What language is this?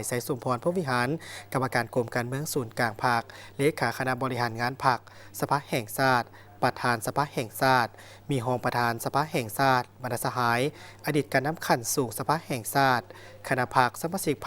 Lao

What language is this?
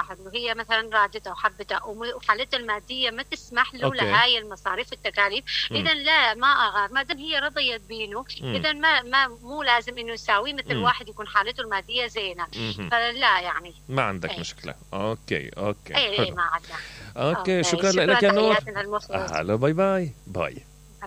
Mesopotamian Arabic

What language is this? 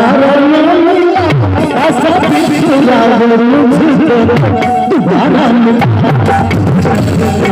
Maithili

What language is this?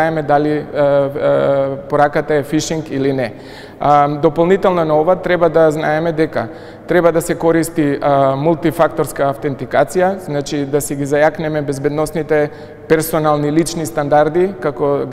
Macedonian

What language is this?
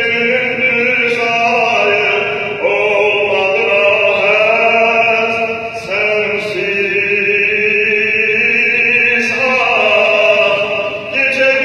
South Azerbaijani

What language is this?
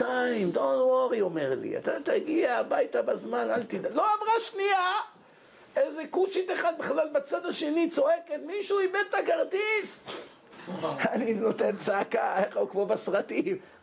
Hebrew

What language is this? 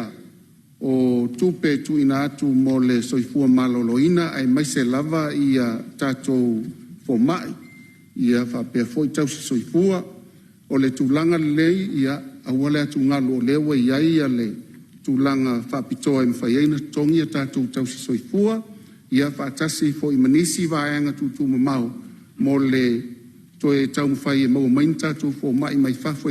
Samoan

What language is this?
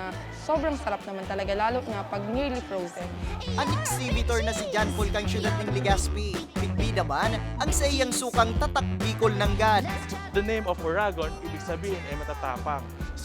Bikol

